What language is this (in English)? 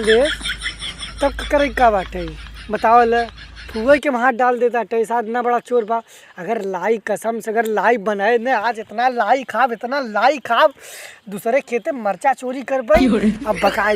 Awadhi